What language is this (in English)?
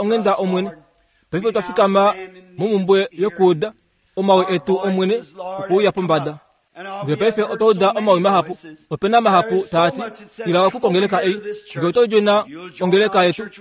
Kuanyama